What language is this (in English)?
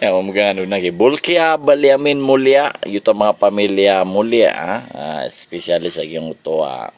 Maranao